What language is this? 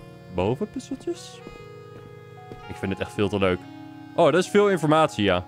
Dutch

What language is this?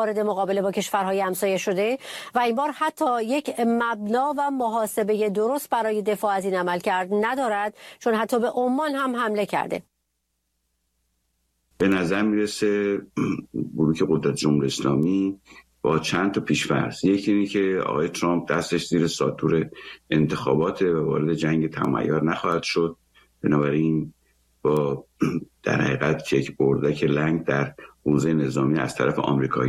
Persian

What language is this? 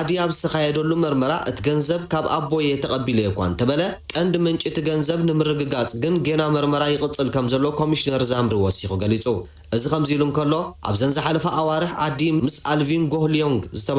Tigrinya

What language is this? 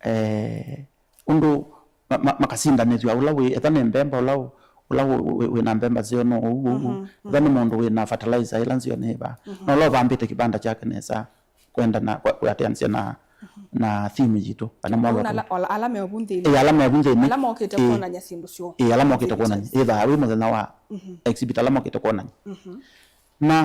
Kamba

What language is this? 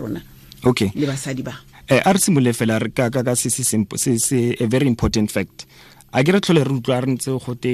Tswana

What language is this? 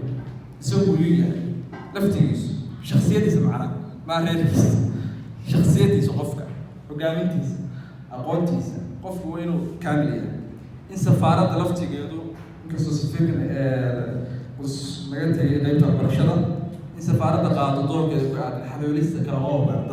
Somali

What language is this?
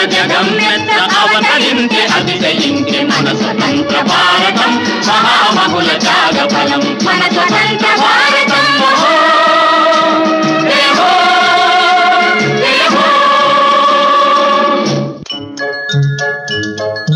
Telugu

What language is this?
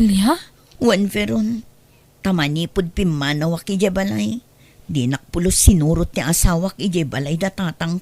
Iloko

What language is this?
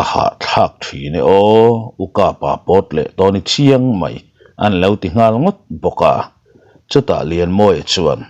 Mizo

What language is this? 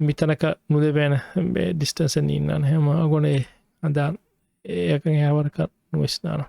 Divehi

